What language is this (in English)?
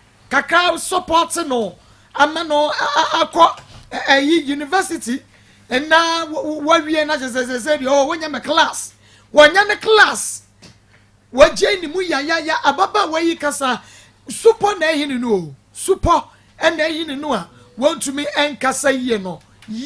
Akan